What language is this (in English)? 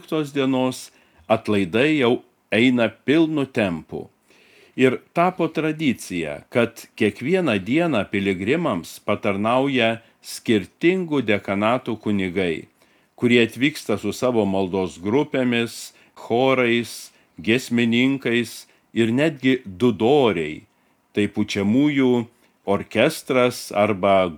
Lithuanian